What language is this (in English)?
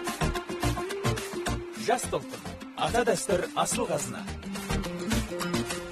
Kazakh